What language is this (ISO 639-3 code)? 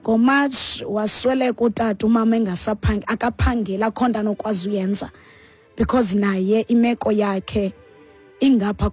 xho